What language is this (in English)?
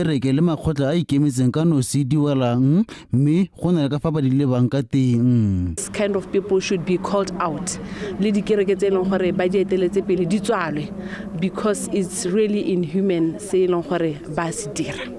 Tswana